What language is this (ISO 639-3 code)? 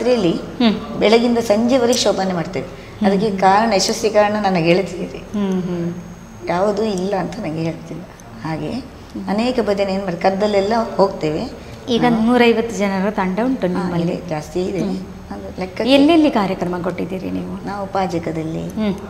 kan